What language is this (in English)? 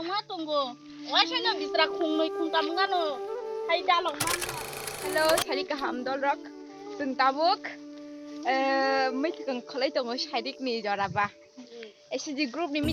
Kok Borok